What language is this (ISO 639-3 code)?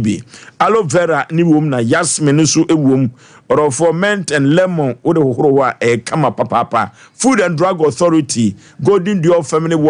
aka